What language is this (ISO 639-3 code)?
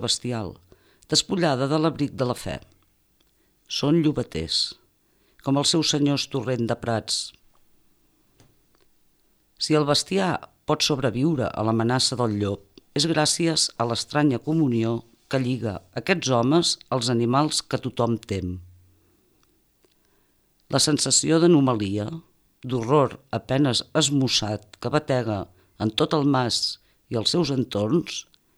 cat